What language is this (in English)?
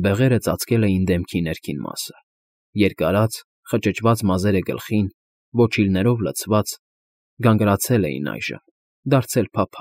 Armenian